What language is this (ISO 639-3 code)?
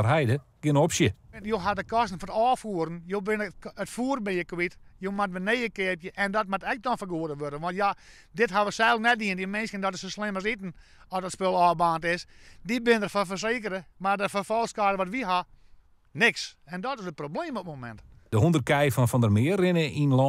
fry